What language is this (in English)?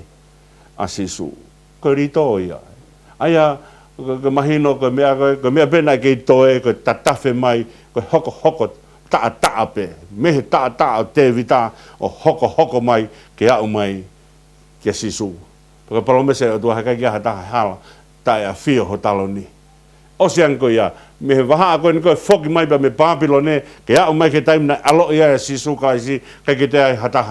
Tongan